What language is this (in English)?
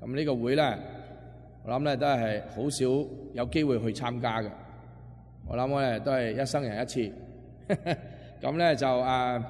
Cantonese